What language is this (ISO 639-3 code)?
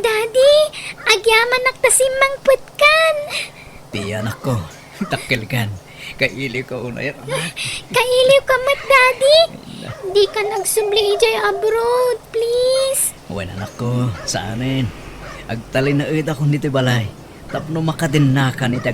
ilo